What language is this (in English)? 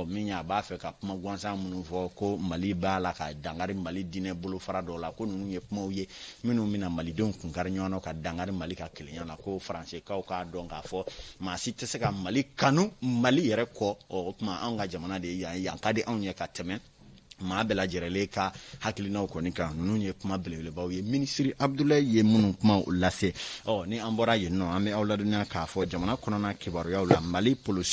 Bambara